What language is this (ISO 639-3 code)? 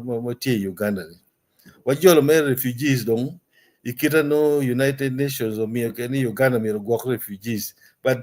ach